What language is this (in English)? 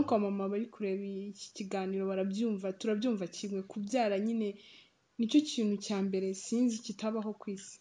Kinyarwanda